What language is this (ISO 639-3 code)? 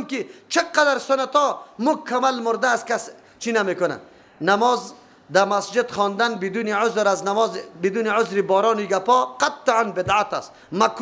fas